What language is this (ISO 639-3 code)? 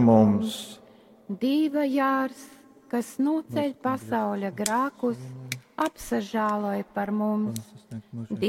ltg